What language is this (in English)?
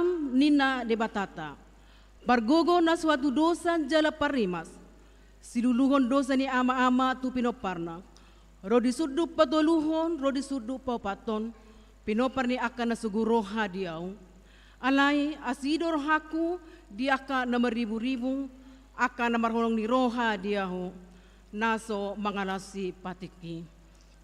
Batak Toba